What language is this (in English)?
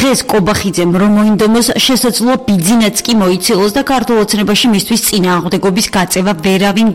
Georgian